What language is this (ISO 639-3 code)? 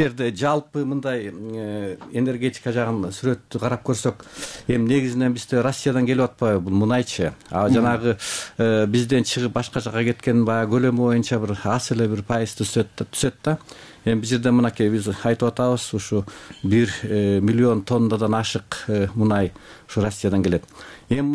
kir